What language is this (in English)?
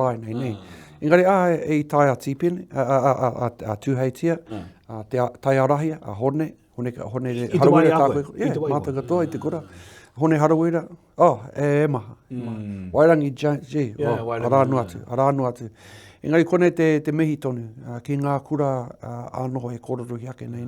Māori